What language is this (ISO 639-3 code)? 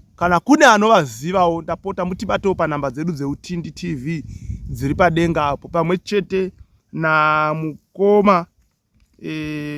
sna